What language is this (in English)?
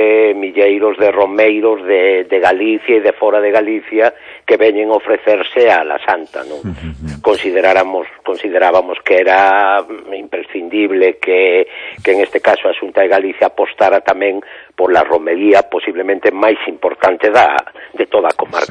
Galician